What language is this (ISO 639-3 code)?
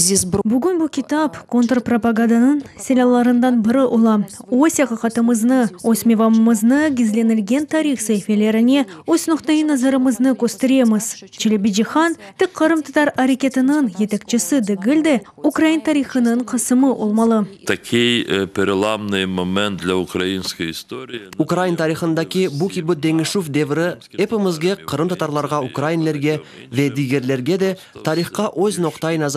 crh